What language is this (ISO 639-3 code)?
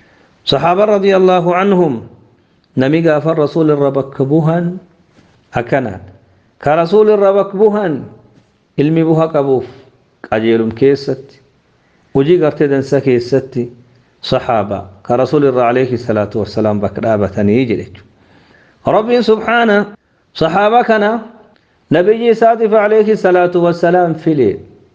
orm